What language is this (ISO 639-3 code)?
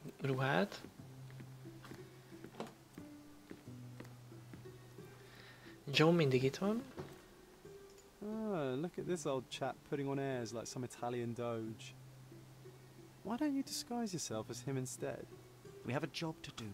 hun